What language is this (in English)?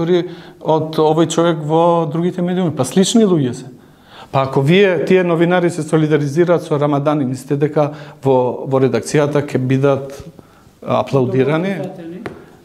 Macedonian